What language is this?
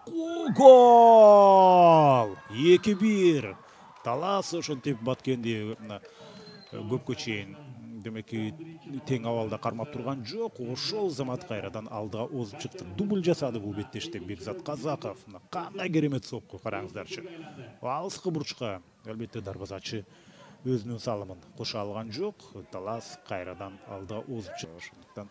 Kyrgyz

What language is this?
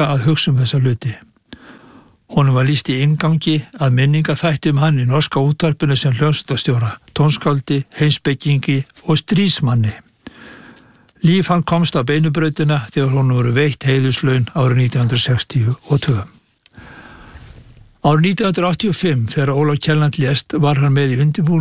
Icelandic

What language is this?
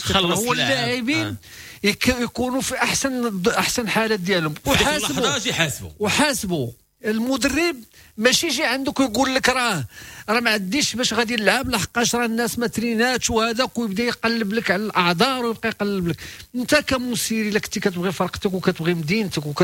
Moroccan Arabic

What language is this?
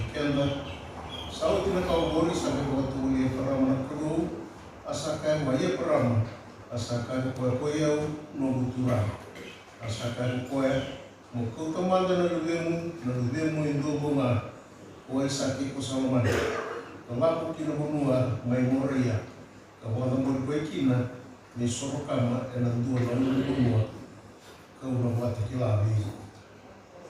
Fijian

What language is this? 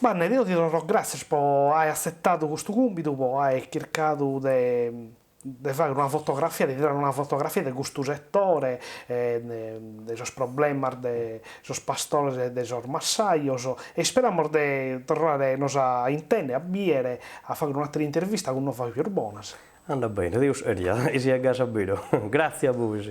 Sardinian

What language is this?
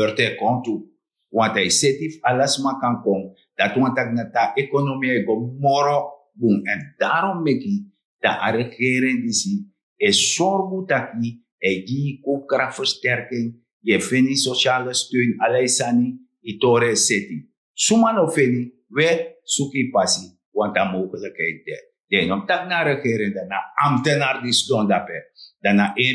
Sranan Tongo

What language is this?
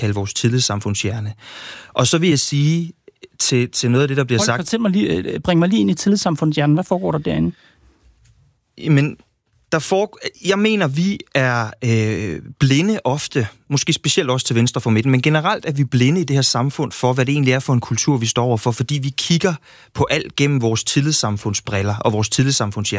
Danish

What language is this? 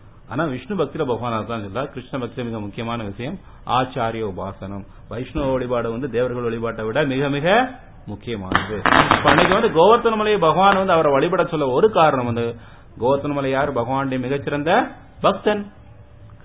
Tamil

